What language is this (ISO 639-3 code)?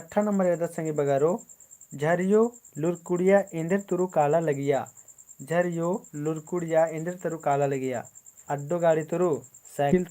kru